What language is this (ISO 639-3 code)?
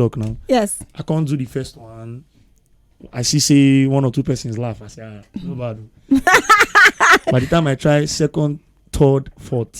pcm